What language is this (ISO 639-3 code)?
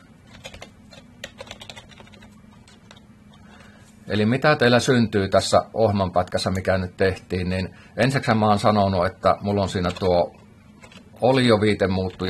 fin